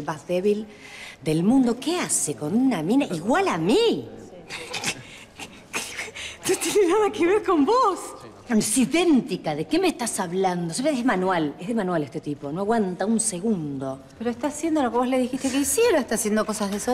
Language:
Spanish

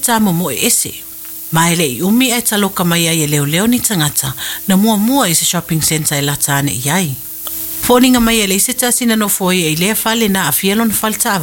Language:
Samoan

